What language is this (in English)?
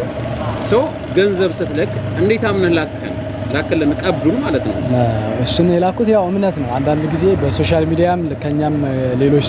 Amharic